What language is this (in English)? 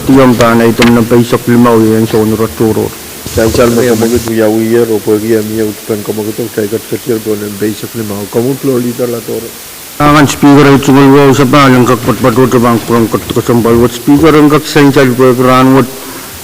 Pohnpeian